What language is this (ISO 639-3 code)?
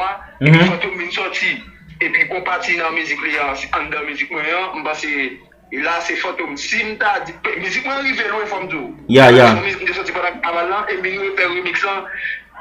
hat